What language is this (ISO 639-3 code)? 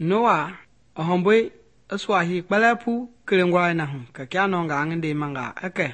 men